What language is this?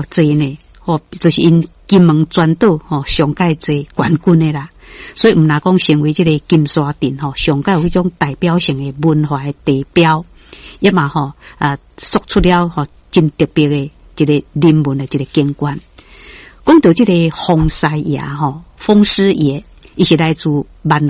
Min Nan Chinese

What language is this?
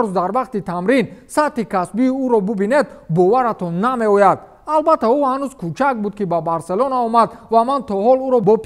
Tajik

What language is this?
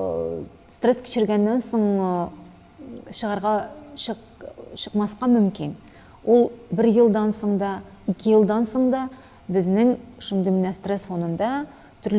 Tatar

